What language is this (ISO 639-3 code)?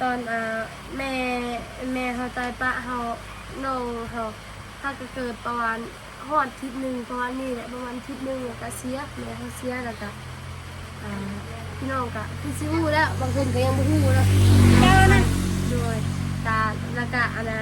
tts